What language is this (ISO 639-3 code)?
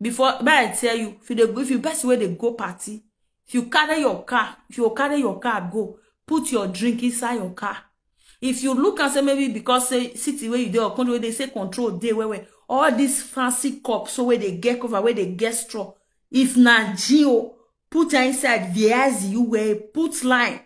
pcm